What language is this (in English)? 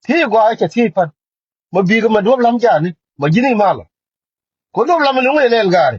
Nuer